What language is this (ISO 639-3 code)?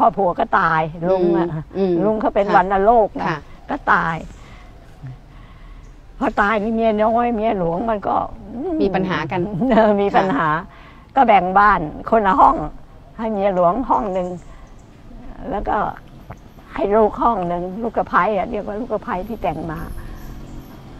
tha